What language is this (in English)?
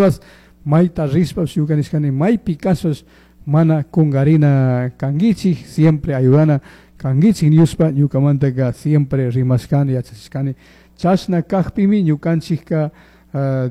Chimborazo Highland Quichua